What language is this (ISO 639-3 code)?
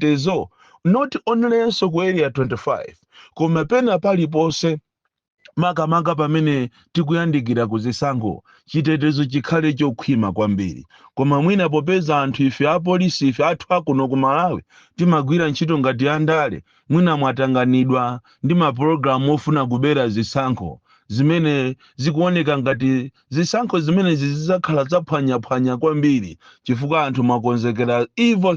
nya